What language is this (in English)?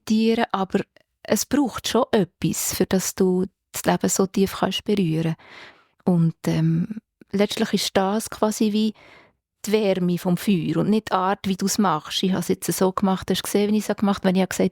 Swiss German